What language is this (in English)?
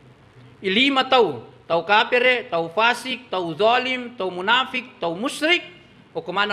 Buginese